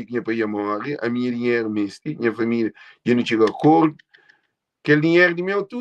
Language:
Kabuverdianu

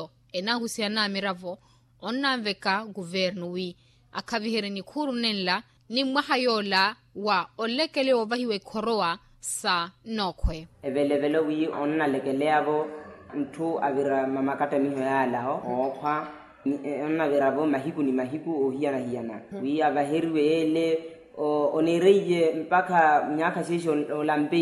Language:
Makhuwa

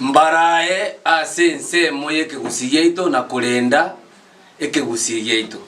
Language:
Gusii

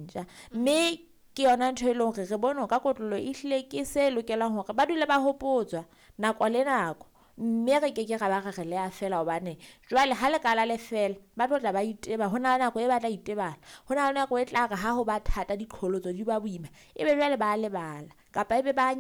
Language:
Southern Sotho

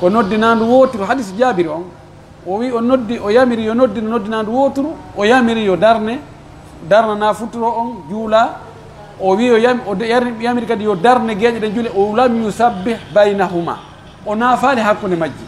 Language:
Pular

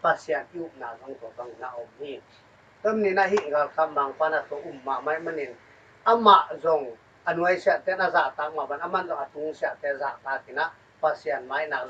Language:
Tedim Chin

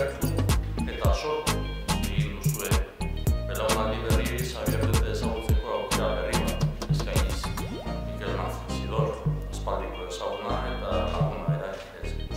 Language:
Basque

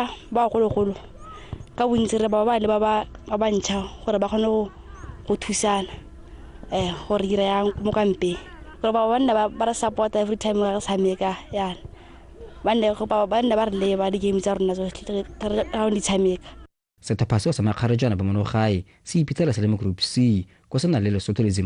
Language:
Tswana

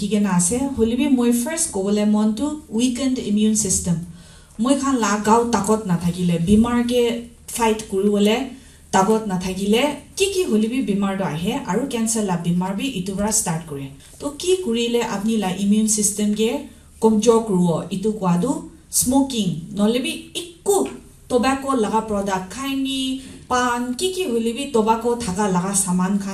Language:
Naga Pidgin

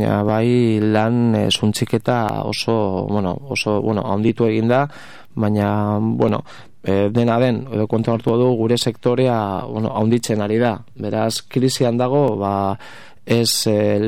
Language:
Basque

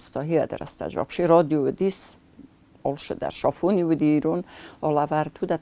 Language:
Ossetic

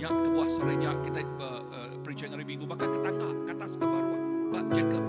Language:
Iban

